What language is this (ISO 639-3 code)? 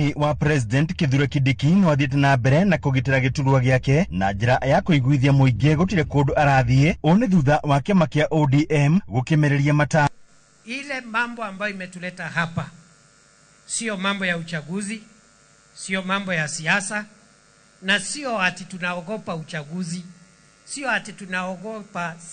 kik